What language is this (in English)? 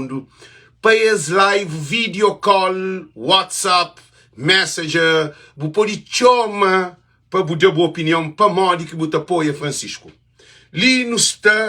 Kabuverdianu